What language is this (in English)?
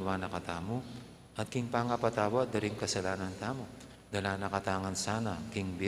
Pampanga